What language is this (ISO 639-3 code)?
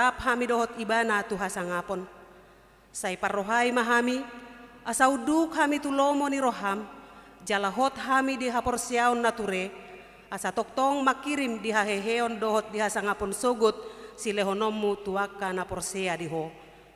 bbc